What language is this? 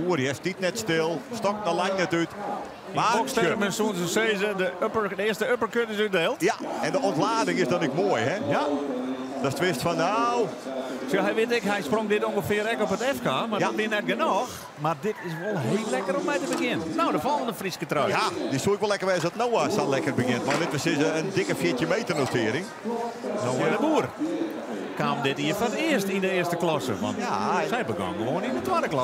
Western Frisian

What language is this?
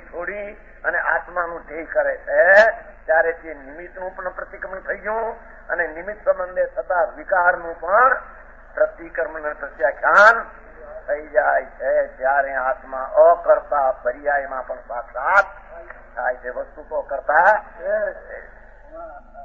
Gujarati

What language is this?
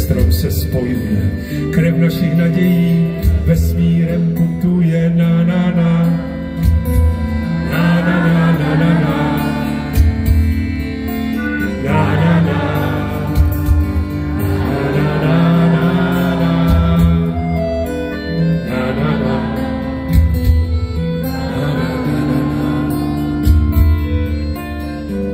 Czech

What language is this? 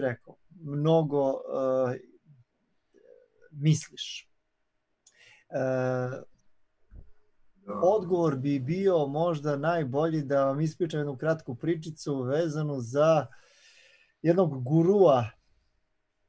Serbian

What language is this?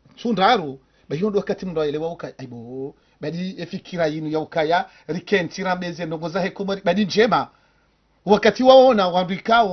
Ngazidja Comorian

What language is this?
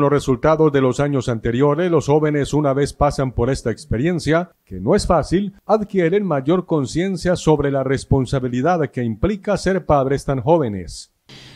Spanish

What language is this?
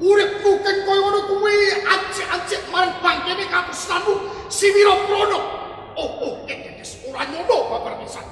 Javanese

